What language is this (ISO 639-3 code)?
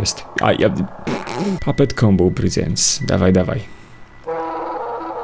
pol